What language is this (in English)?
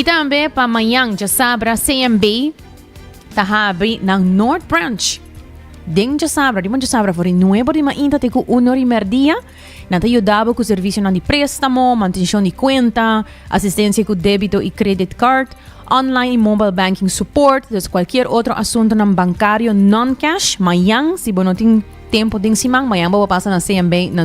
Papiamento